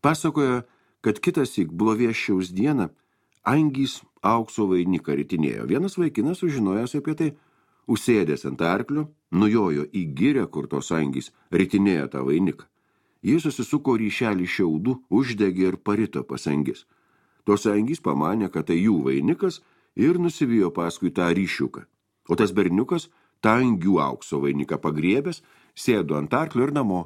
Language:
Lithuanian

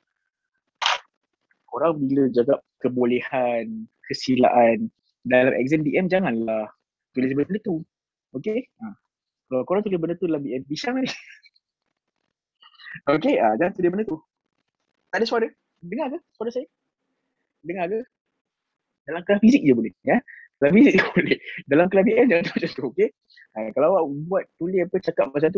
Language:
Malay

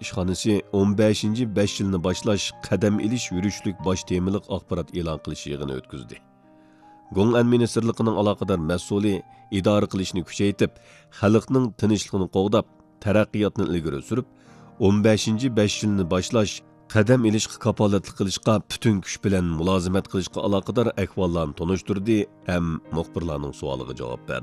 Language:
Uyghur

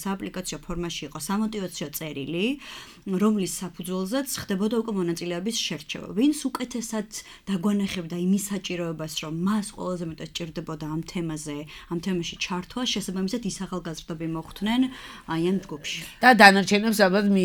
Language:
Georgian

